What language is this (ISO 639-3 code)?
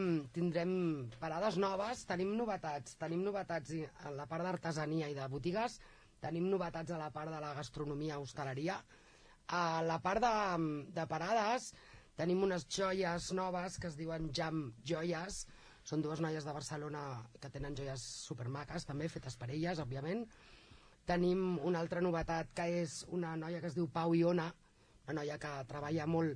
cat